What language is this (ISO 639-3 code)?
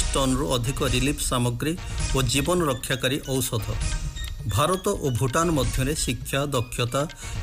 ori